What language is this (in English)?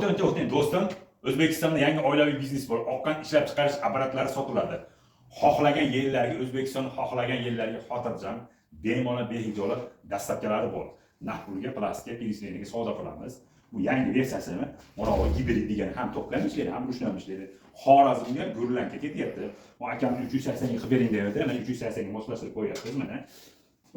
Uzbek